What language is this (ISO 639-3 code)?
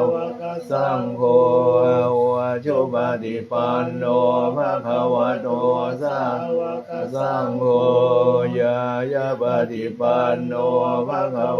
pli